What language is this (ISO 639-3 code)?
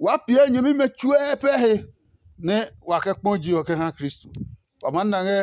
ada